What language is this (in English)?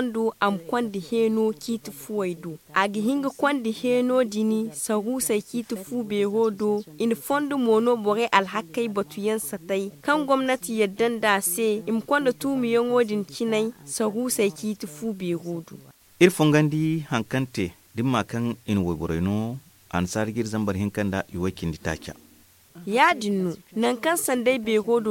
Zarma